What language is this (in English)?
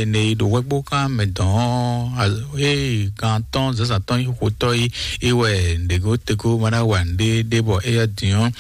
Fon